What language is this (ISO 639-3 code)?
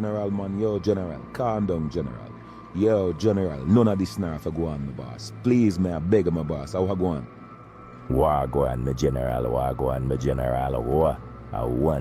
jam